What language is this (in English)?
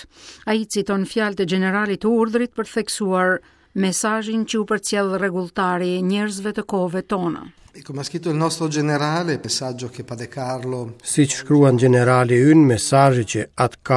Albanian